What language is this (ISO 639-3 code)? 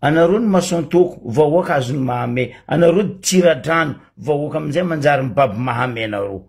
mlg